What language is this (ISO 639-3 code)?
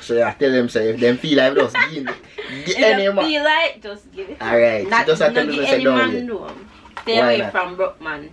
jam